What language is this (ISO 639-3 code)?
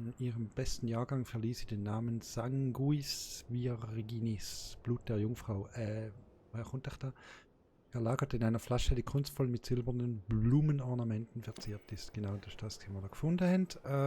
gsw